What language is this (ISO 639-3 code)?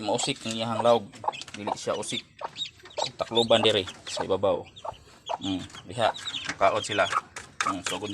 ceb